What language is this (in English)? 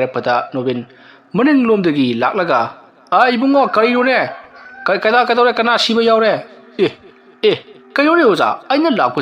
Manipuri